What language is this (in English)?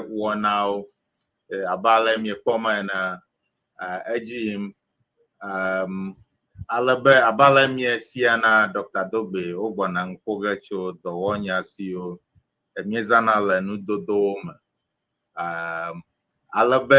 Ewe